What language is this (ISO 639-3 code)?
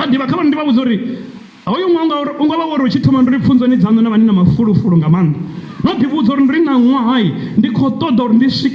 ven